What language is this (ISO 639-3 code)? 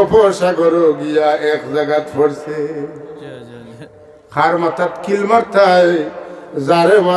syl